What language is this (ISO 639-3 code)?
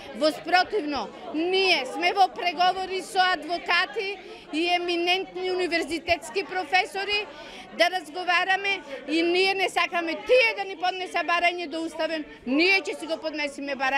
mkd